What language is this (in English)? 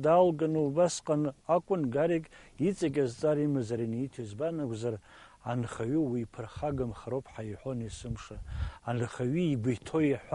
Abkhazian